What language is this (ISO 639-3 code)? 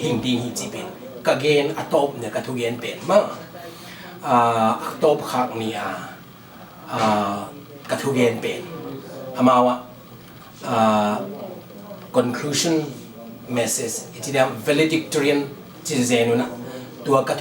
ctd